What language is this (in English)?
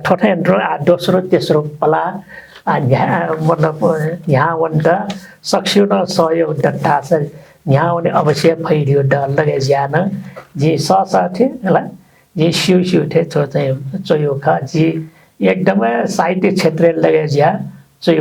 Newari